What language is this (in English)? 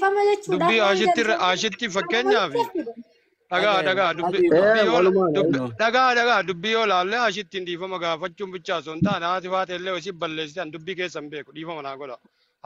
Oromo